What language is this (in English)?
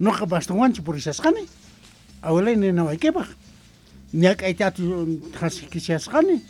South Bolivian Quechua